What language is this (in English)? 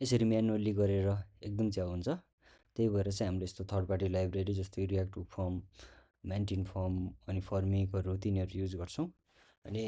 Nepali